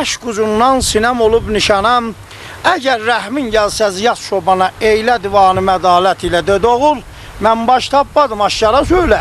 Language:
South Azerbaijani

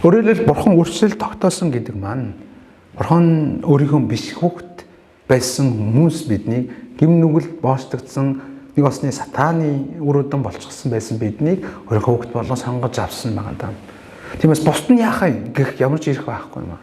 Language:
Mongolian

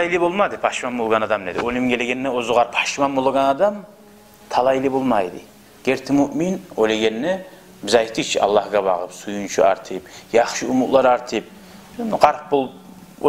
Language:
Kumyk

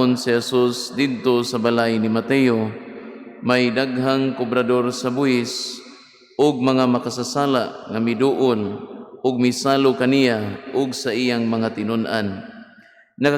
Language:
Cebuano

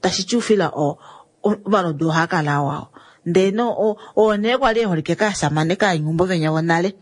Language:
Kuanyama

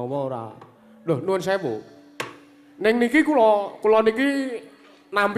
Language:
Javanese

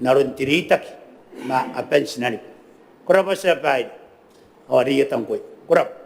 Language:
Gilbertese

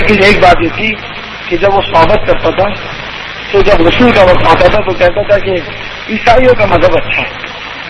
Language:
Urdu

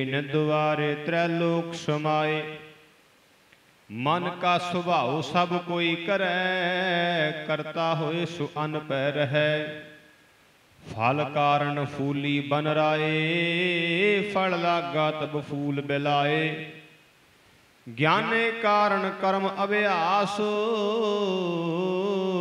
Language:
Punjabi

